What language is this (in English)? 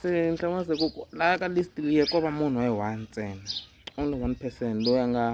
Tsonga